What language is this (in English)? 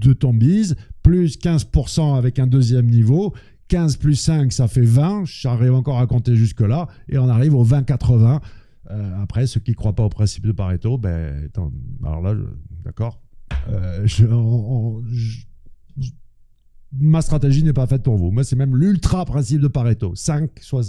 French